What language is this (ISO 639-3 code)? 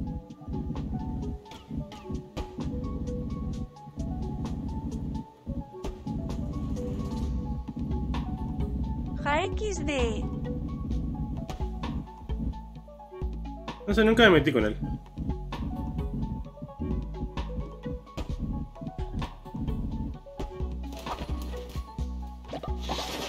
spa